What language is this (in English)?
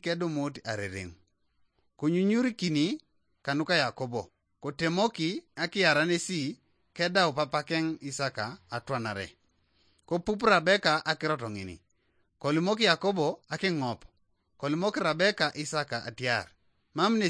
Teso